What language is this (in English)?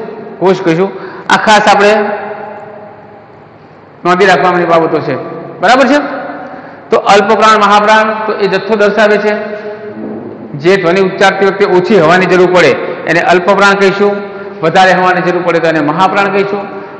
Gujarati